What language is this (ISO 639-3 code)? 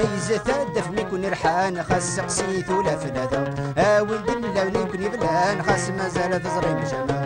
kab